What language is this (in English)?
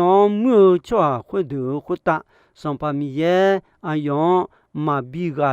Akha